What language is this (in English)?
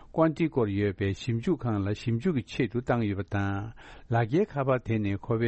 Tibetan